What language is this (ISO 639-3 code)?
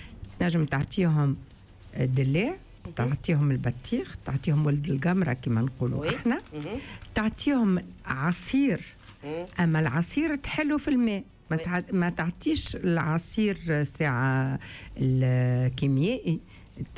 aeb